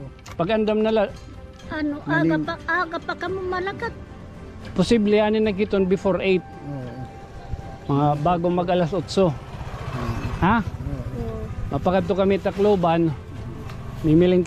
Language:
Waray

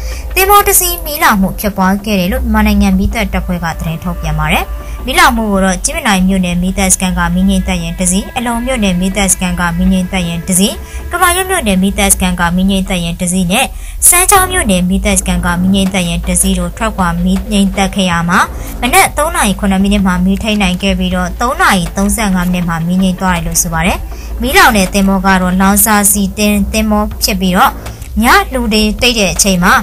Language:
Burmese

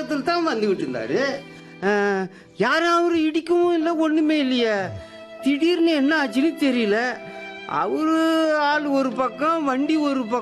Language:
Tamil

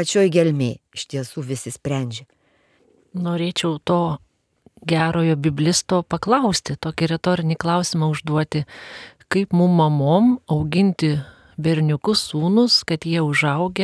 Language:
Lithuanian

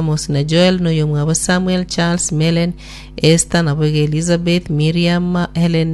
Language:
Gusii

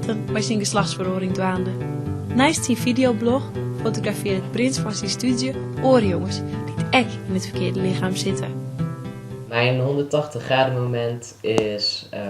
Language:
Western Frisian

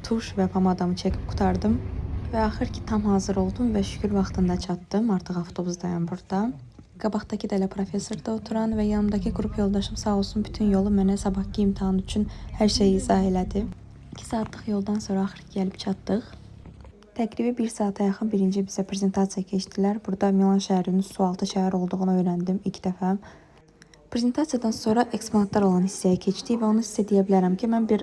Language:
Azerbaijani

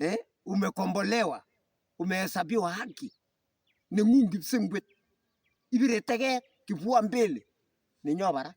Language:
Kalenjin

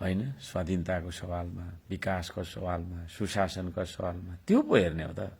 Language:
Nepali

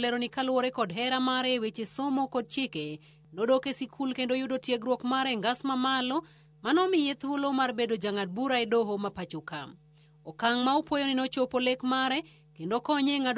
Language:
Luo (Kenya and Tanzania)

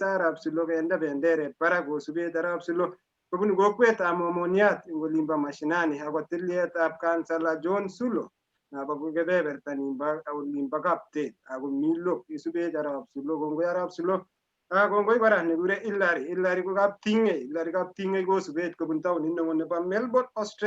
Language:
Kalenjin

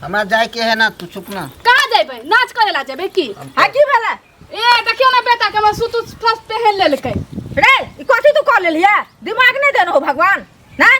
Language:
Maithili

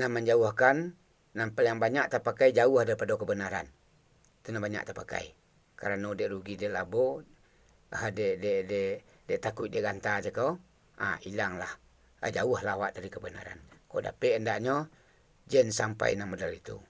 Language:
Minangkabau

